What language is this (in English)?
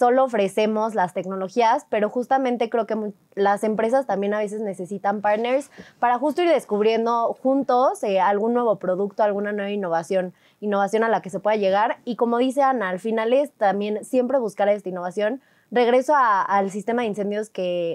Spanish